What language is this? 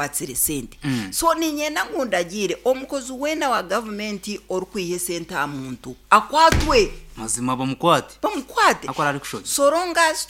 Nyankole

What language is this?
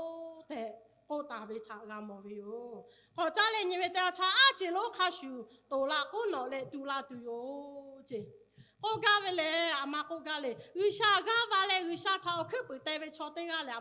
Lahu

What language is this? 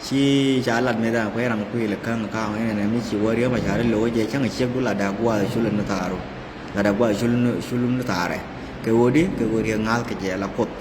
Nuer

